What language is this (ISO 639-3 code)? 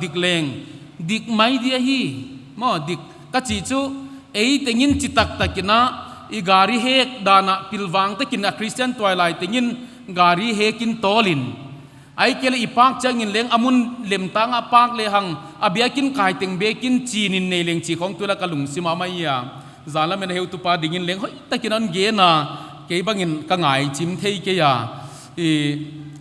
pck